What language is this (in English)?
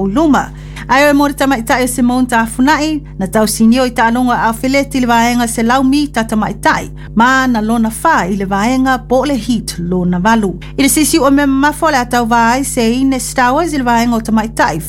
Samoan